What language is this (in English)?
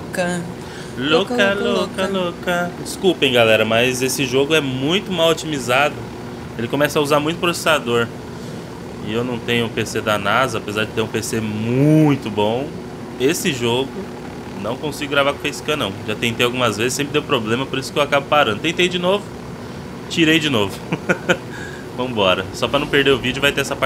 Portuguese